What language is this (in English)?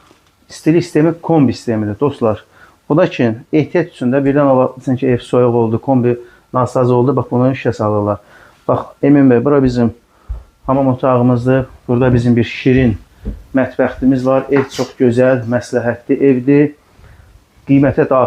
Azerbaijani